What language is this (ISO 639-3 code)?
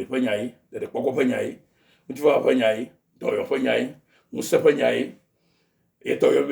ewe